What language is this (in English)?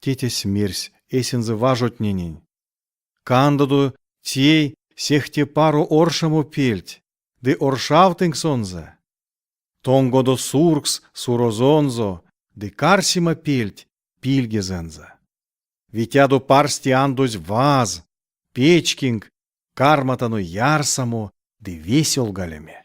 Erzya